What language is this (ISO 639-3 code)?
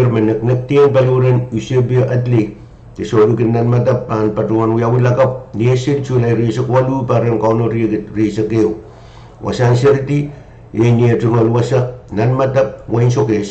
pon